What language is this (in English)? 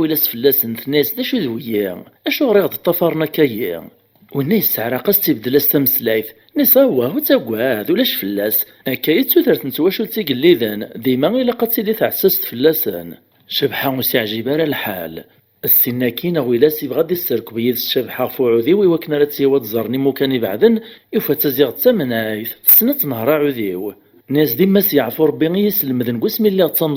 Kabyle